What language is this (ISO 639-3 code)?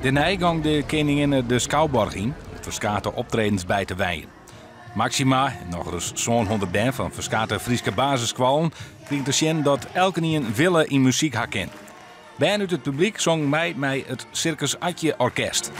fry